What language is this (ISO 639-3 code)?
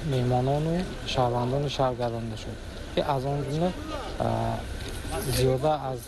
tgk